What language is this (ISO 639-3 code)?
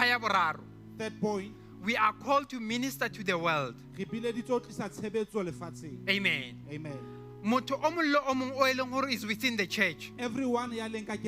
sot